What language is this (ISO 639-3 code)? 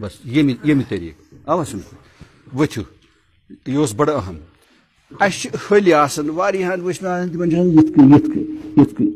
kas